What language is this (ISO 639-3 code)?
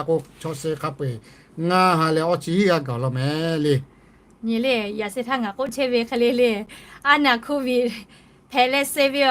lhu